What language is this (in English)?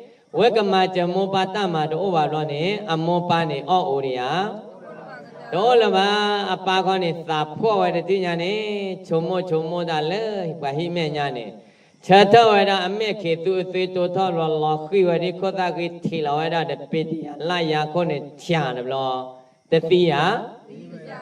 S'gaw Karen